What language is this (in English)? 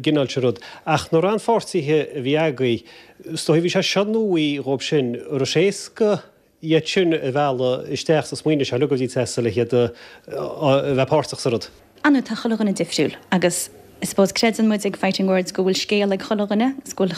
Irish